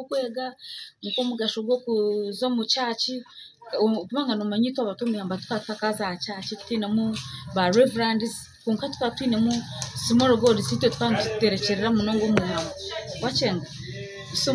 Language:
Nyankole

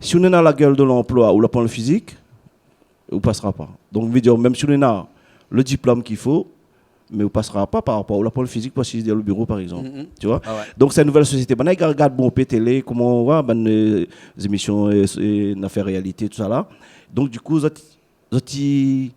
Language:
Réunion Creole French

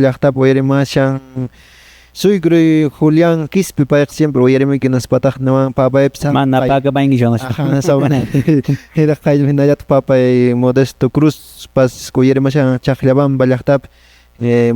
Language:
Quechua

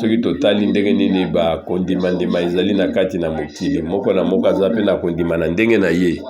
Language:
Lingala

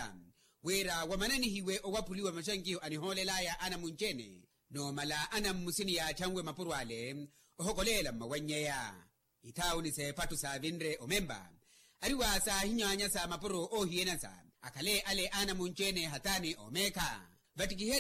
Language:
Makhuwa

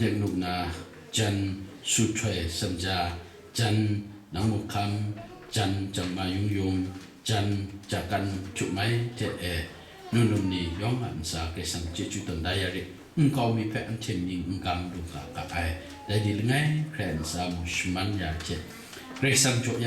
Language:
Kachin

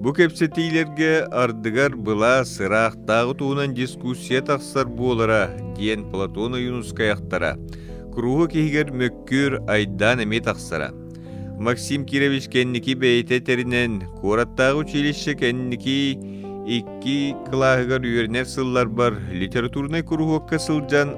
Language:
Yakut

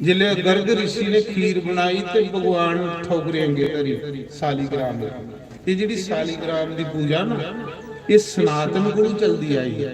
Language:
Dogri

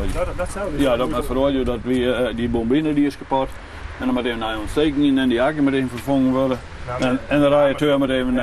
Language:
Western Frisian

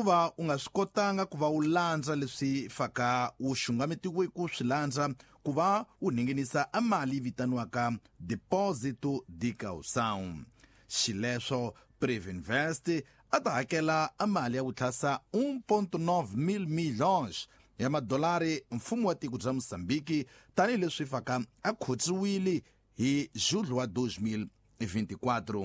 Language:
Tsonga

